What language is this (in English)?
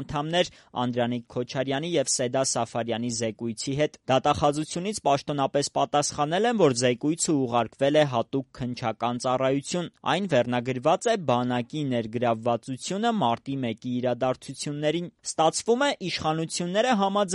Armenian